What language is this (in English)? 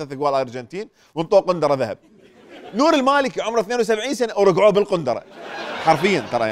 Mesopotamian Arabic